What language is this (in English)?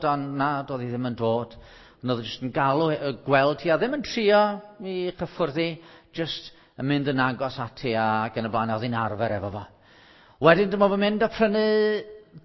Welsh